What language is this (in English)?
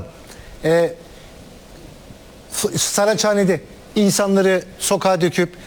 Turkish